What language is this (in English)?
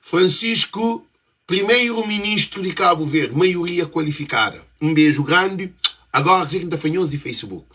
Kabuverdianu